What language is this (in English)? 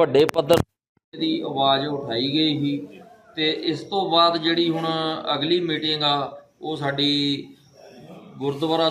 Punjabi